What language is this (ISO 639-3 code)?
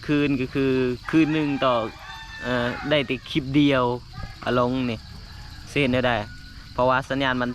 lao